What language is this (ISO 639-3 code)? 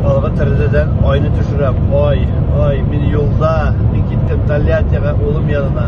tat